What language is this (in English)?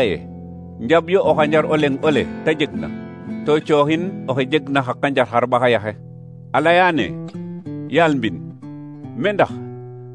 Serer